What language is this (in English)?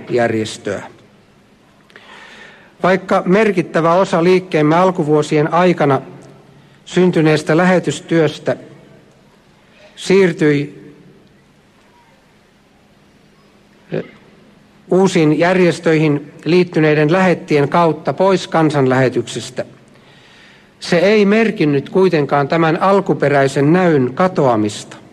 Finnish